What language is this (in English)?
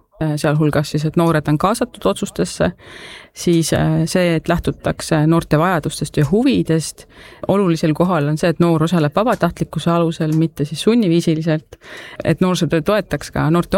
Estonian